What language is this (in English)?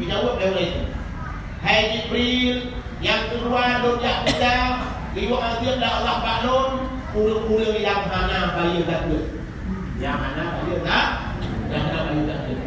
Achinese